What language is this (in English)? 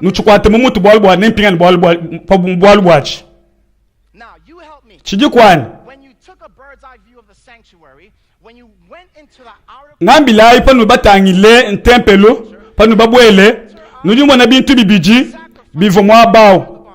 Luba-Lulua